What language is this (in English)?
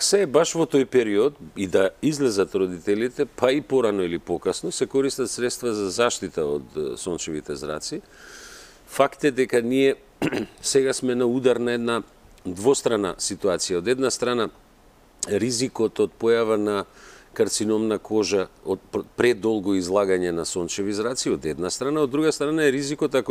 Macedonian